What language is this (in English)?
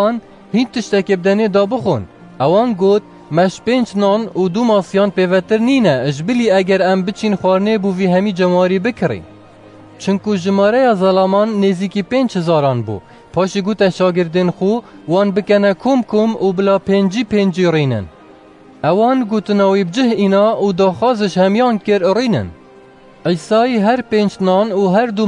Kurdish